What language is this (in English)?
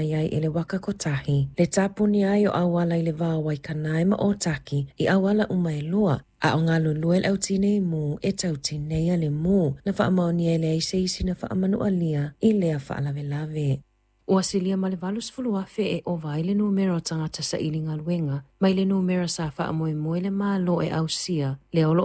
Samoan